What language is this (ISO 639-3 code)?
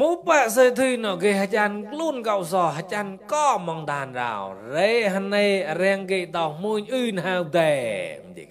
mnw